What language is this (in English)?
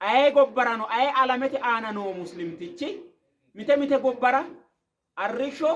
Sidamo